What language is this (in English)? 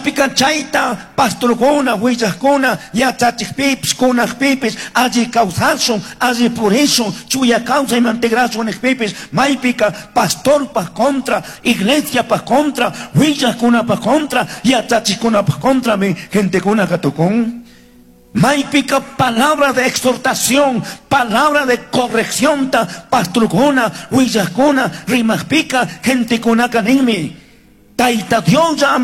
Chimborazo Highland Quichua